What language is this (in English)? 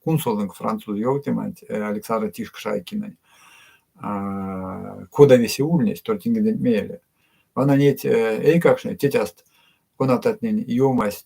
Erzya